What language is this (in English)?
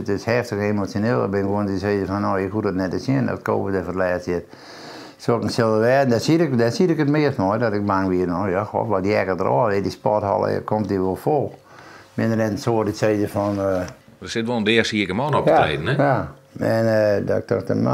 Western Frisian